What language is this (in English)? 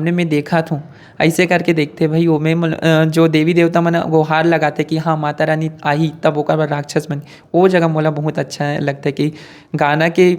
Chhattisgarhi